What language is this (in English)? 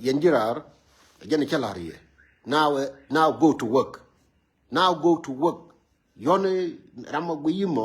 Nuer